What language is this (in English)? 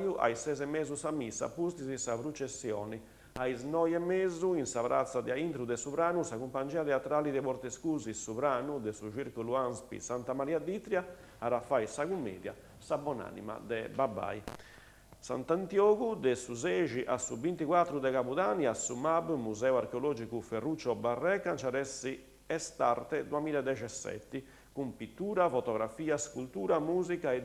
Sardinian